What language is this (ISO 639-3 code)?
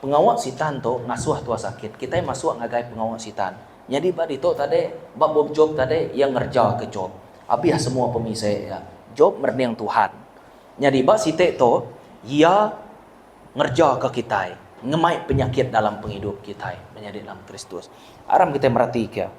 iba